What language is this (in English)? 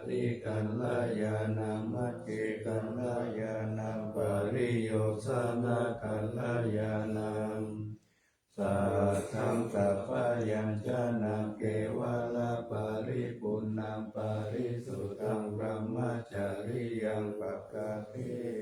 Pali